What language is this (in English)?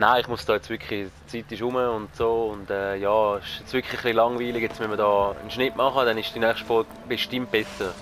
Swiss German